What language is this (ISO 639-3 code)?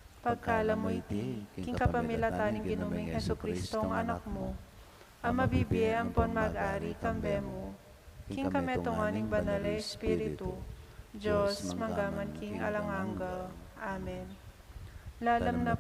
pam